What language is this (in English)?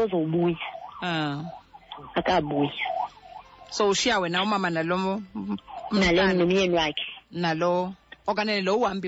Xhosa